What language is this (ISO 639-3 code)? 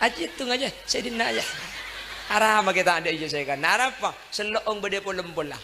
mad